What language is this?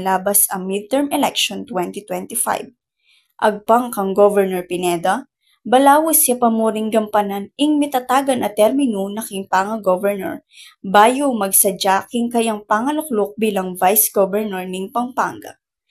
Pampanga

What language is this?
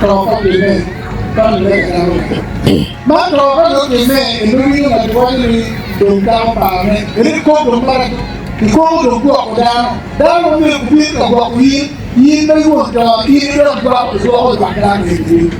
Acoli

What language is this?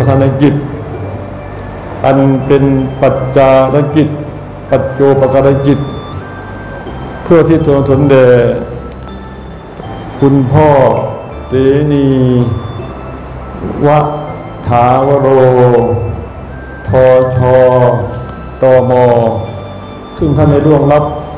Thai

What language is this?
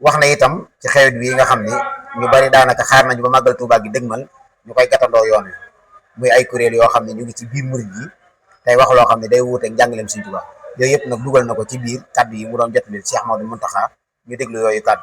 Wolof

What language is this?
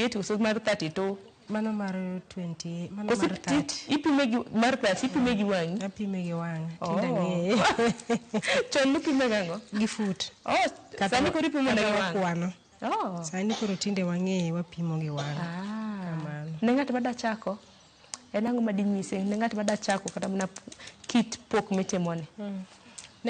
Luo (Kenya and Tanzania)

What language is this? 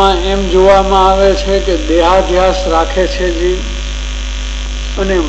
Gujarati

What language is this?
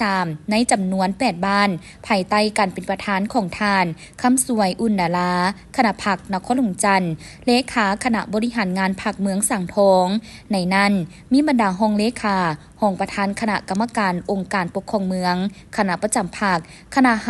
Lao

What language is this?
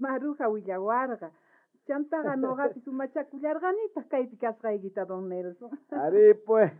South Bolivian Quechua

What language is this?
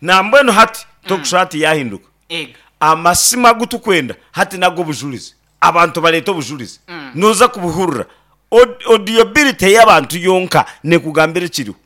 Nyankole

